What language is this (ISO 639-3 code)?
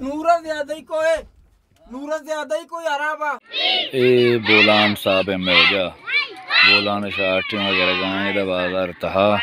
bal